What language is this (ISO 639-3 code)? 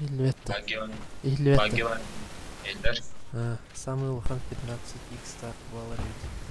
sah